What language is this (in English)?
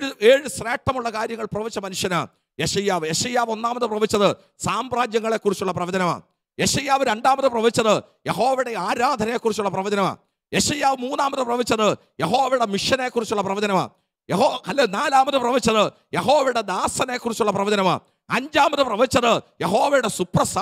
Malayalam